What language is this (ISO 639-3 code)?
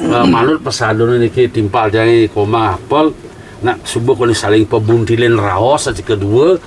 ban